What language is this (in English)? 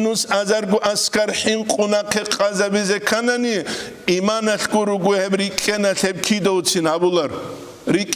Avaric